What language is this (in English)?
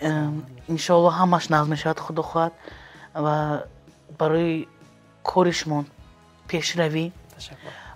Tajik